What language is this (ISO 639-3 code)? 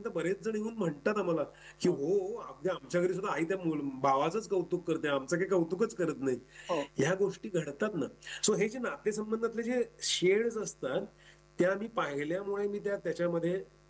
mar